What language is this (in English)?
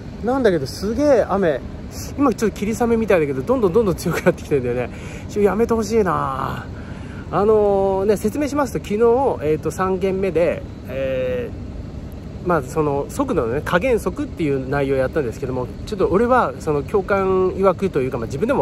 Japanese